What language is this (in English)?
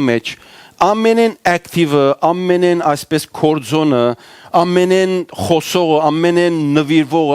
Western Armenian